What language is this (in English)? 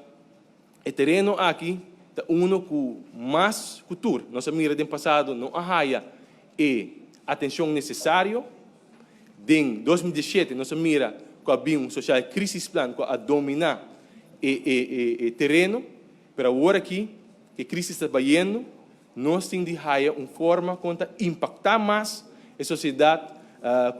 Papiamento